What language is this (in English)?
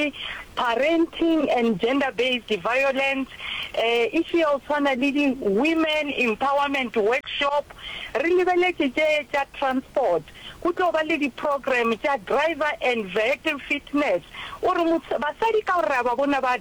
Northern Sotho